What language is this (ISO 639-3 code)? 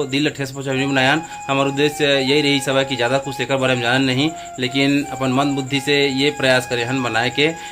hne